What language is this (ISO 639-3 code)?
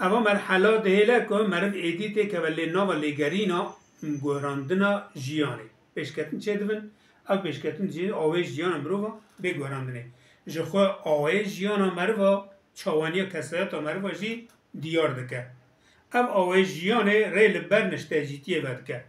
kur